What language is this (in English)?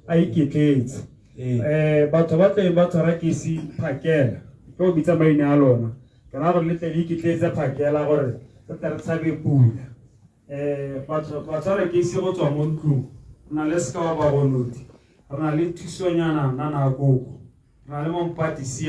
Tswana